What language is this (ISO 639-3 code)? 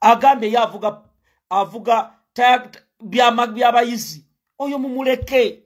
lug